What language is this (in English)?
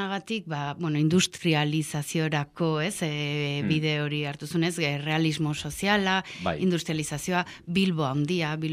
Basque